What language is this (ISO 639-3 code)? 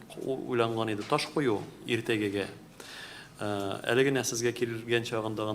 tat